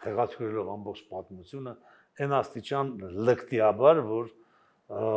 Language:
Armenian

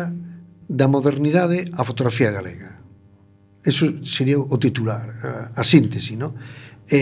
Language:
Galician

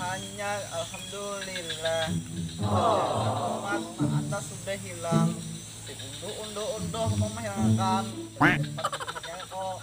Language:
Banjar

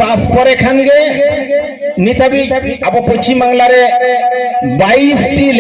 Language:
Santali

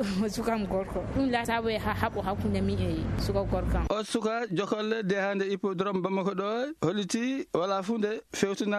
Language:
Fula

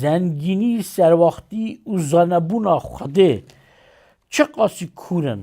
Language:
Kurdish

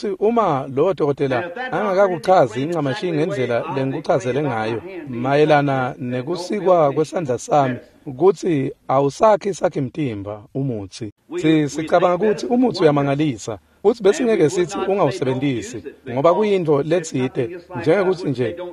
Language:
Swati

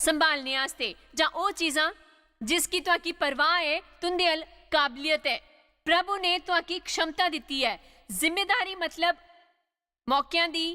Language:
Dogri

